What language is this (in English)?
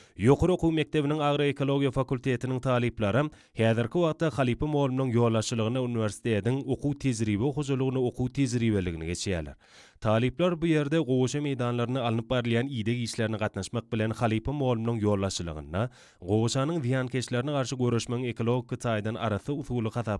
Turkmen